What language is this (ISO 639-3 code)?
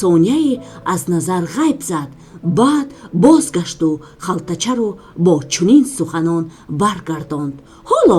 tgk